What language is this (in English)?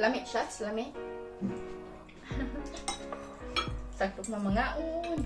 Cebuano